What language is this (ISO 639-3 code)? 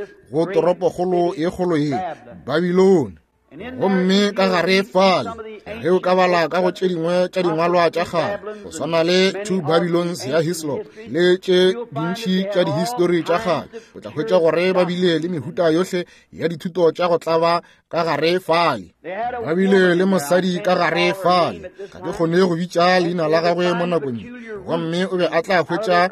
nso